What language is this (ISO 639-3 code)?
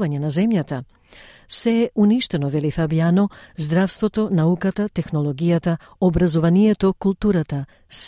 mkd